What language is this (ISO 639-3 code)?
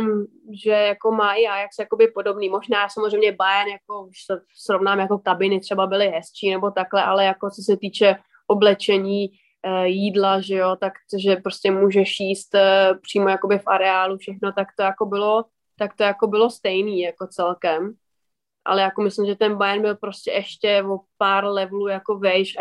ces